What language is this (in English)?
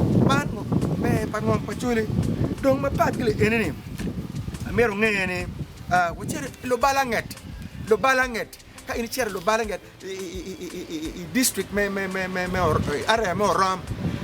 Acoli